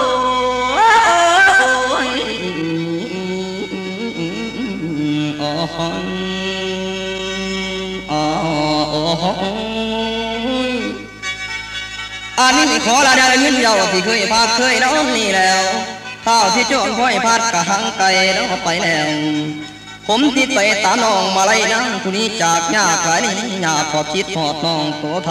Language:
Northeastern Thai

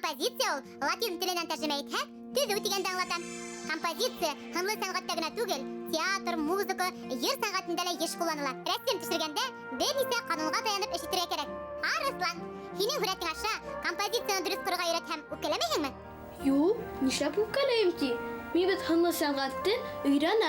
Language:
Bashkir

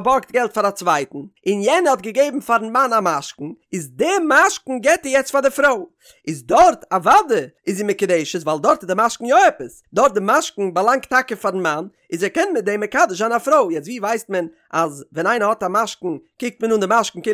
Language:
Yiddish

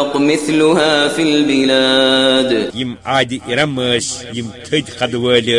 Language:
Kashmiri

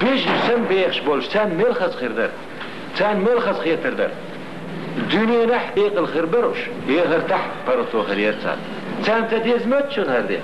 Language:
Chechen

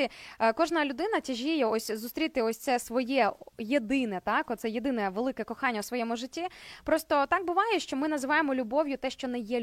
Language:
Ukrainian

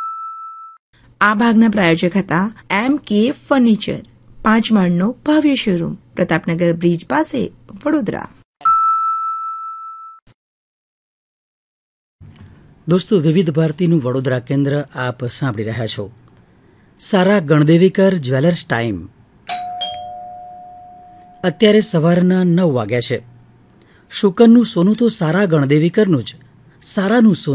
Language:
Gujarati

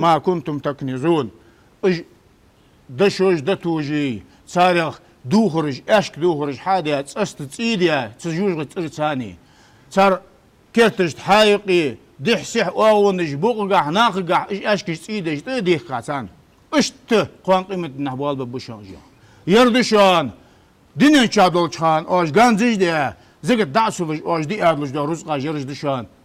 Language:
Ingush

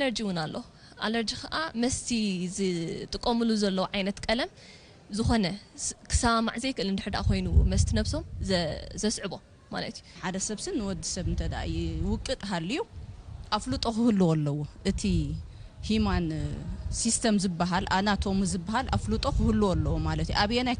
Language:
Tigrinya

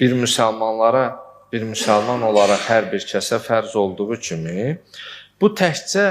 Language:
Azerbaijani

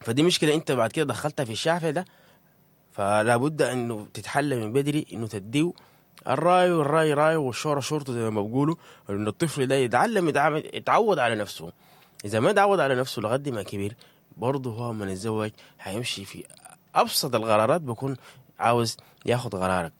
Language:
Sudanese Arabic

